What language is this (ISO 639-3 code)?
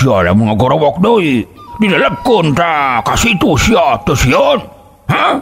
sun